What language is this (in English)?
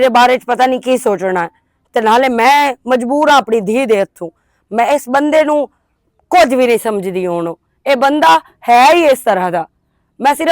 Western Panjabi